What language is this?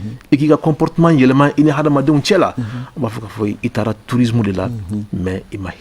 Bambara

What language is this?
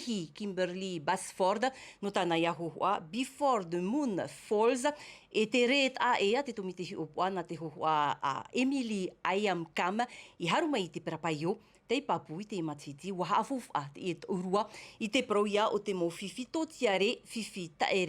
Tahitian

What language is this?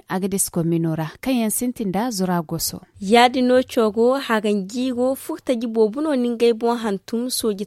Zarma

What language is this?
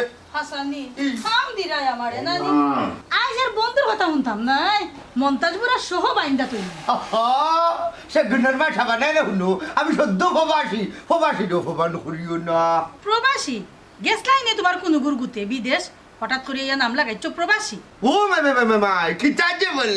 Sylheti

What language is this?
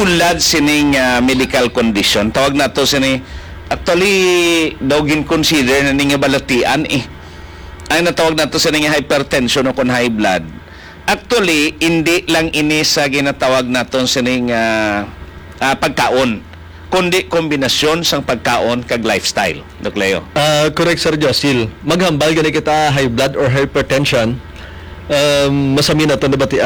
Hiligaynon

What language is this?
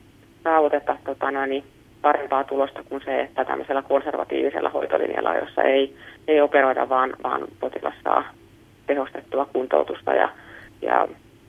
Finnish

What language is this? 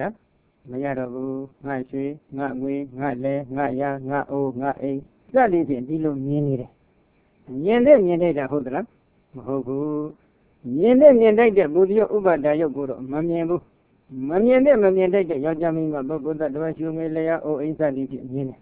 Burmese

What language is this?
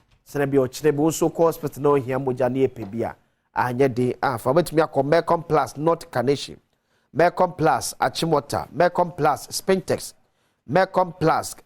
Akan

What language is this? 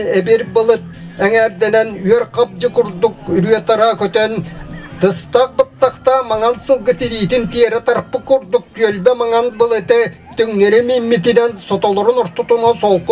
Yakut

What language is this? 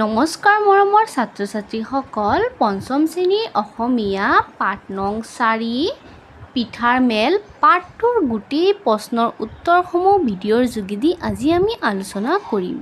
Assamese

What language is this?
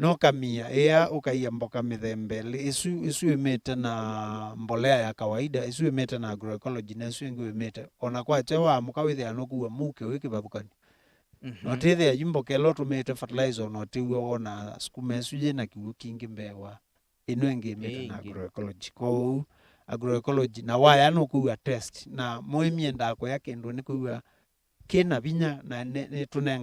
Kamba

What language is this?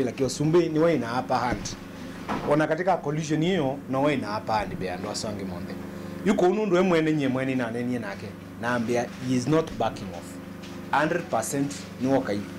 Kamba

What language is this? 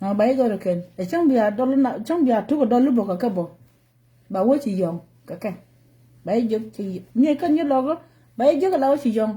Nuer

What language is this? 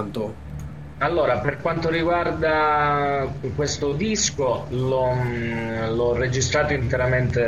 Italian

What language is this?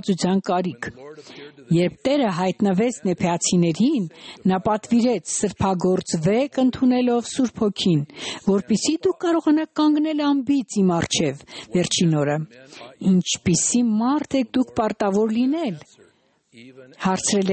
Armenian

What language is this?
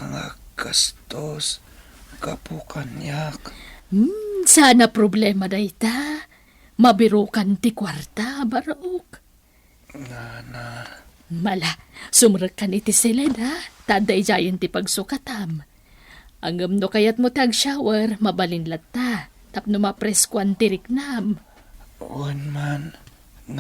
Iloko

